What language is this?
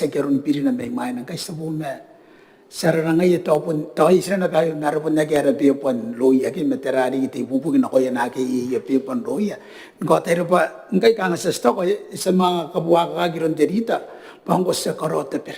Gilbertese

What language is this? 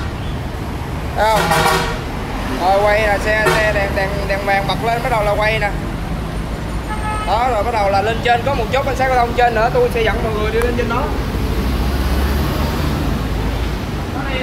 Vietnamese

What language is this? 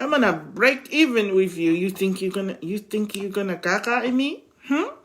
Tongan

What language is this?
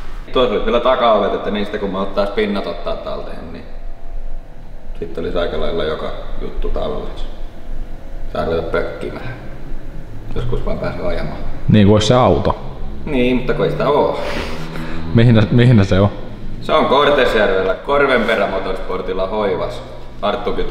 Finnish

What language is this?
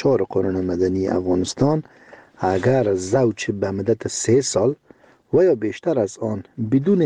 Persian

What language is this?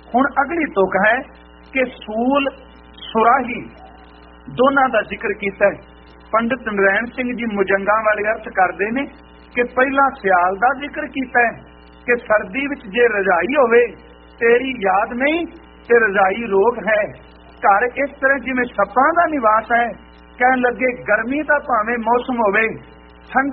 Punjabi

